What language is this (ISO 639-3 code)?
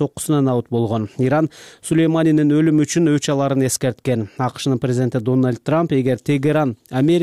kir